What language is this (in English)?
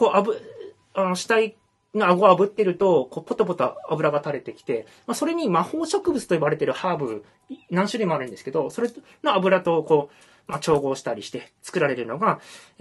Japanese